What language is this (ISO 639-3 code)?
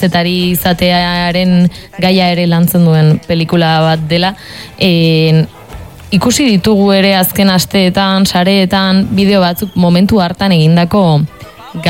eus